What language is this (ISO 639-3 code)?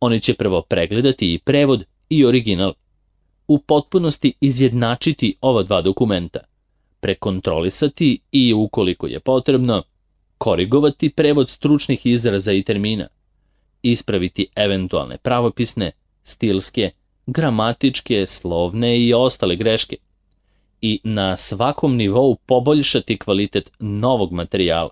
srp